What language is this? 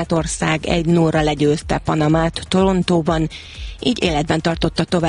Hungarian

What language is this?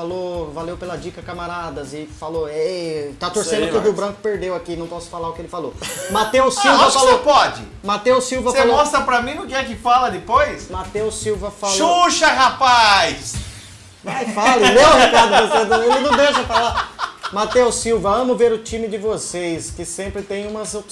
Portuguese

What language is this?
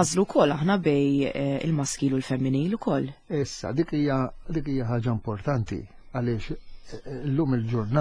Maltese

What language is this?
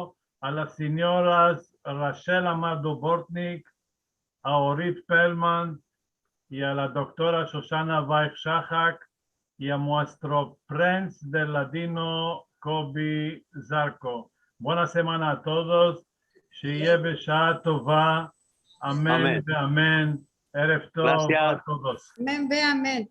Ladino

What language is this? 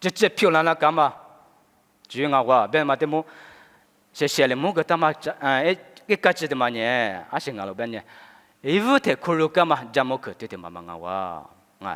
Lisu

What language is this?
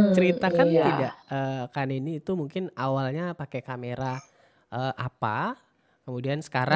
Indonesian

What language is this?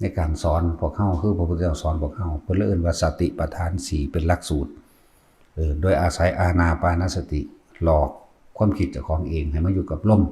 Northeastern Thai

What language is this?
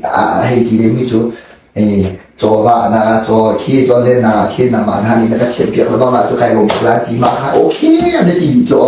Hakha Chin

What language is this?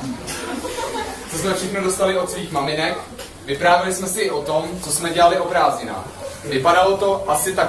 Czech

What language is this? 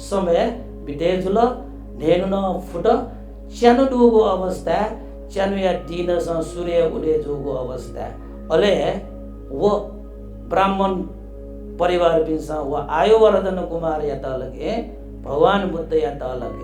Newari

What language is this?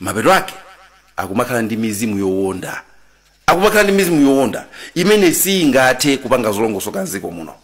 Nyanja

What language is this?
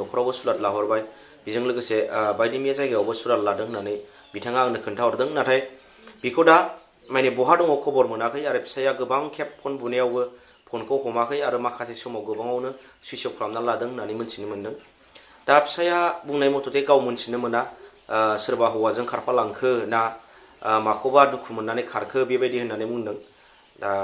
Bodo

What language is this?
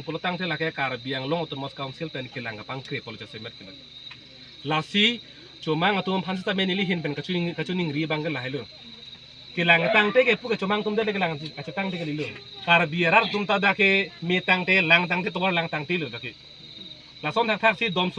Karbi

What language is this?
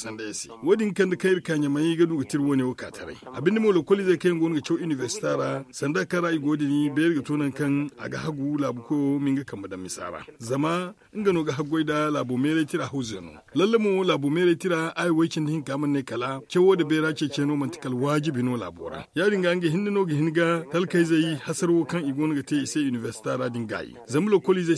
Zarma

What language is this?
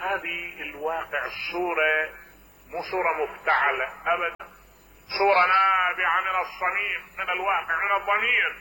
Mesopotamian Arabic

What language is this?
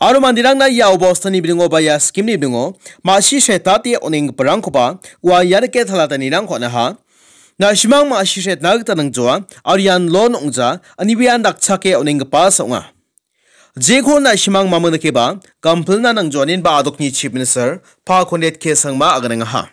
Garo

